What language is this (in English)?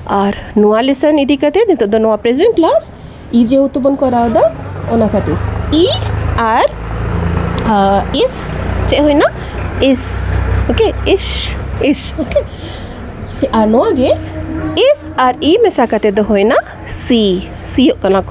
Santali